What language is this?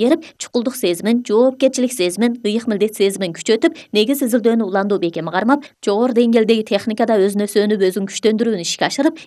Kyrgyz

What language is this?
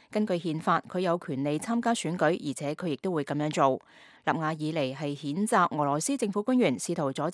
Cantonese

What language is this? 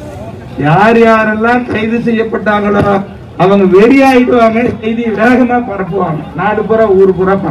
Tamil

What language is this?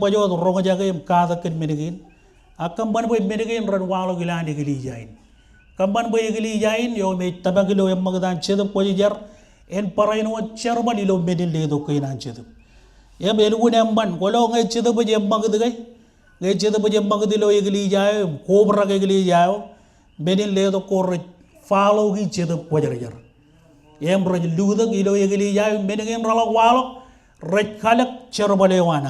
Marshallese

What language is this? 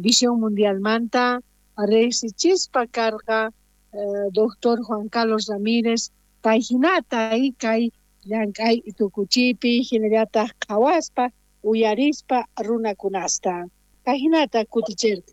South Bolivian Quechua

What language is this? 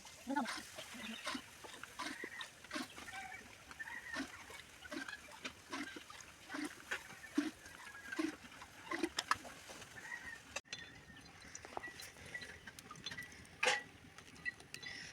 Santali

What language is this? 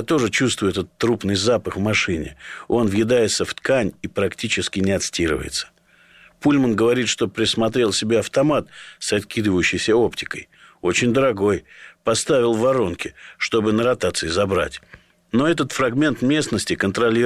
Russian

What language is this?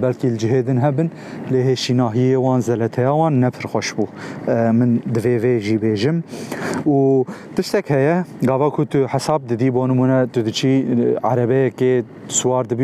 Kurdish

